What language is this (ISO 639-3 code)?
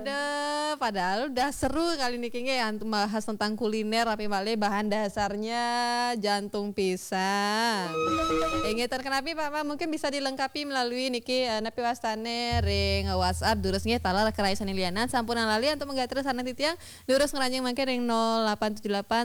ban